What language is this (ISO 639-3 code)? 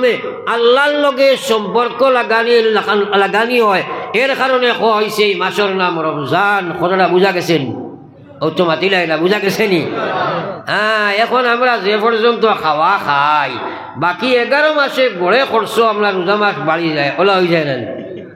syl